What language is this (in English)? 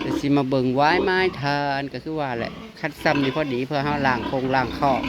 Northeastern Thai